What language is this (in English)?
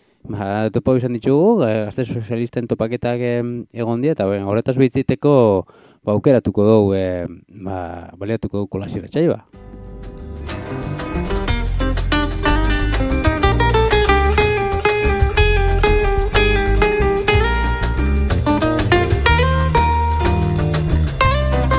Basque